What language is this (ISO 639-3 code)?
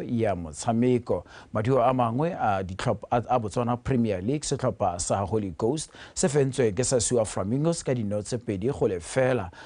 tsn